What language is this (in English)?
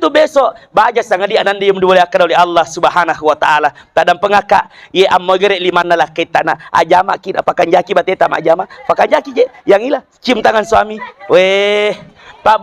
Buginese